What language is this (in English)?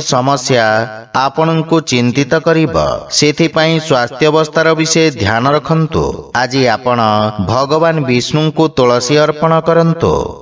Odia